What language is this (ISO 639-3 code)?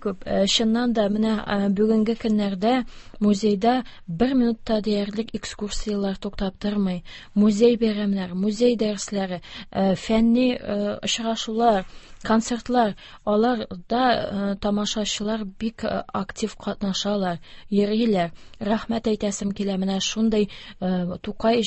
tat